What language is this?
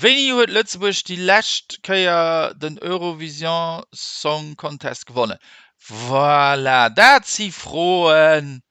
Luxembourgish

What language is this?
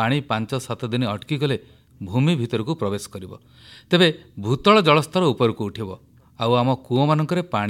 Odia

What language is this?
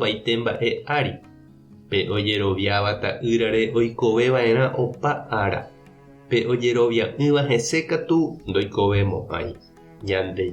Guarani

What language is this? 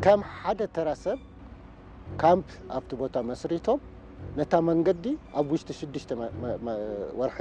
Tigrinya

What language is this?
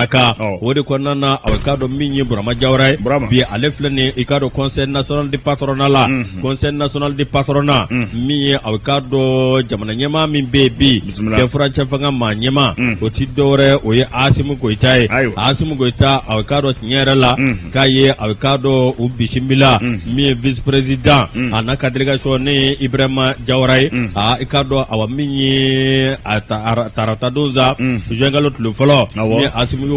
Bambara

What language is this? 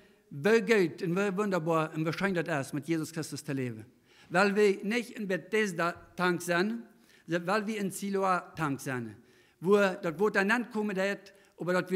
Plautdietsch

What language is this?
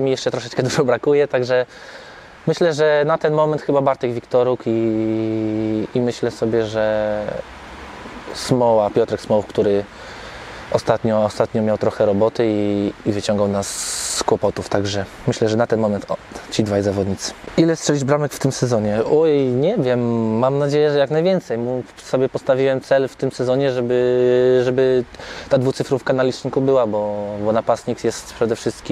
Polish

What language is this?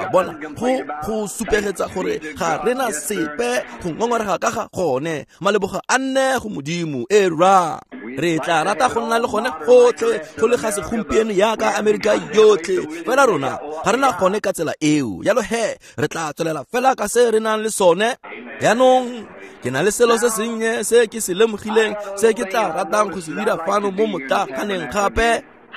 Tswana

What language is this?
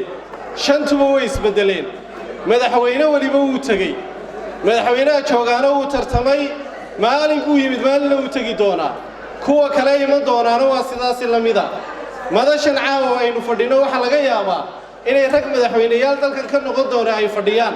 Somali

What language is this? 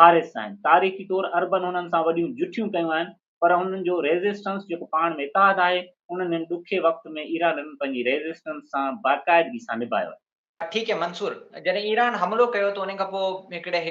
Sindhi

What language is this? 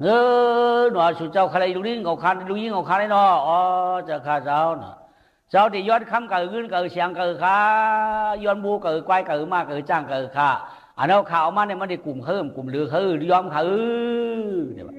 Shan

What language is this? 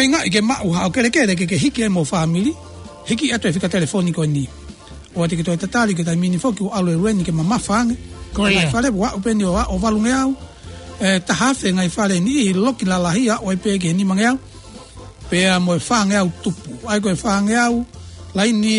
Tongan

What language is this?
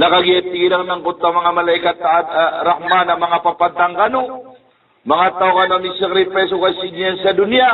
Maranao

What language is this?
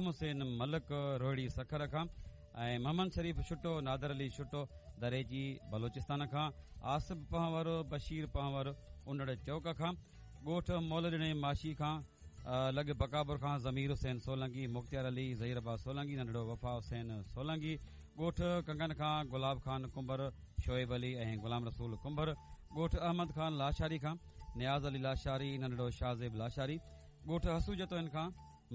Sindhi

